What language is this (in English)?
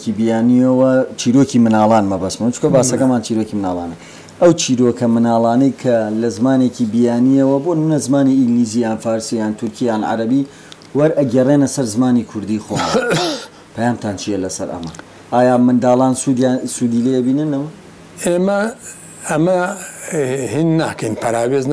Central Kurdish